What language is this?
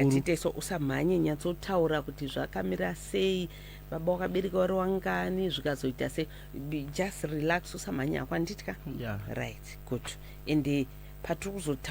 Shona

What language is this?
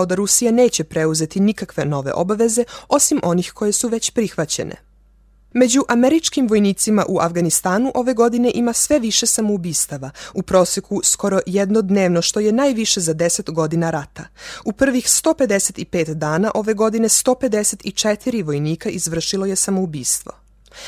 Serbian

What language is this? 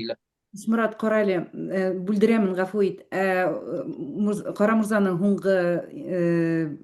Bashkir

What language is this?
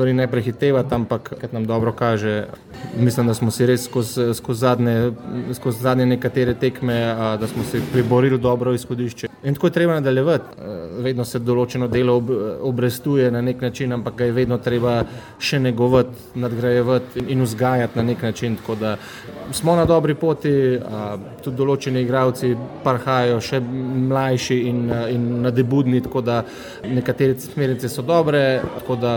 Slovenian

